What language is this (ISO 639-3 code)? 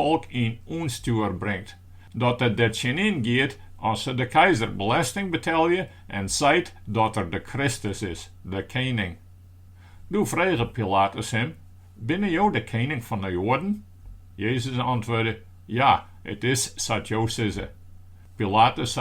fry